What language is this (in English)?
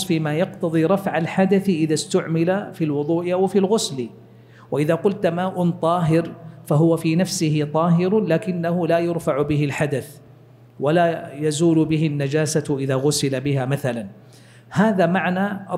Arabic